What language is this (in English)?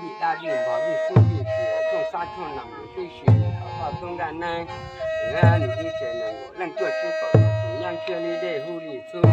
Hmong